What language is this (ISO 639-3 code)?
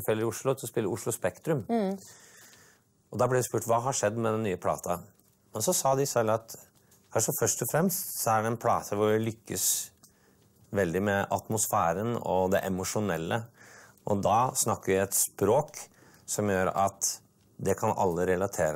nor